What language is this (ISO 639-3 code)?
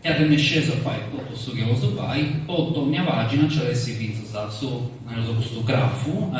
srd